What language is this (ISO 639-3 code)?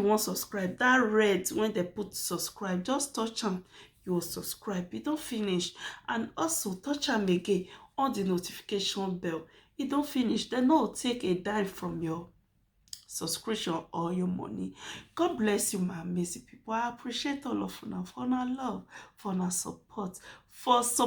pcm